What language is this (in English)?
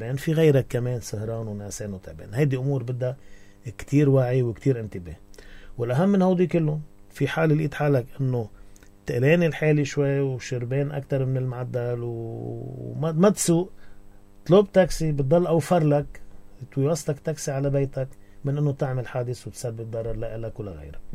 North Levantine Arabic